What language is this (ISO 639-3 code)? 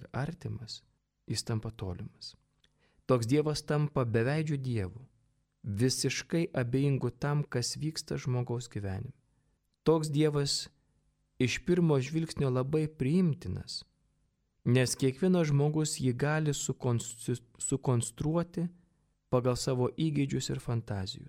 lit